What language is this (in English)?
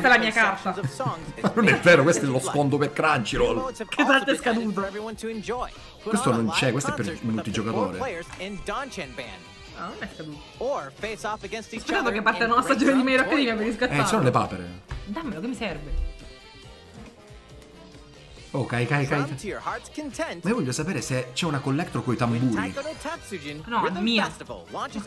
Italian